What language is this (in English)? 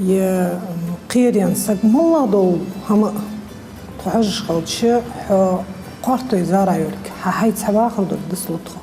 Ingush